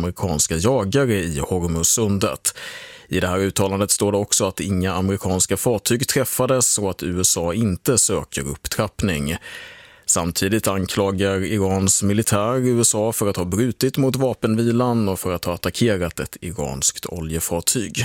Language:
Swedish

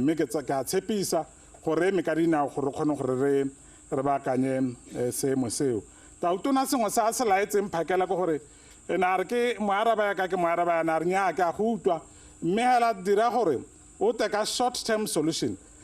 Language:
Tswana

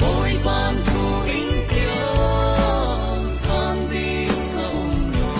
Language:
Falam Chin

